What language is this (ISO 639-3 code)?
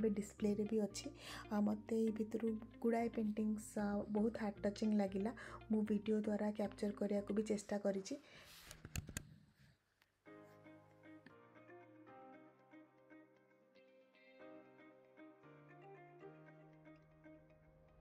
ori